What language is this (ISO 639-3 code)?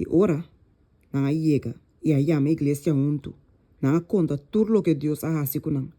pap